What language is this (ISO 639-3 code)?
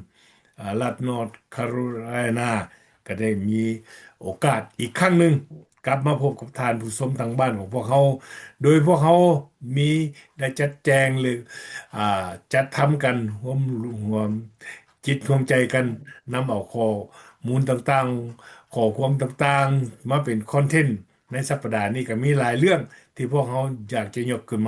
lao